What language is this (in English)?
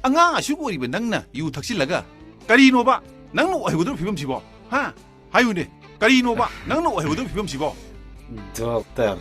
Manipuri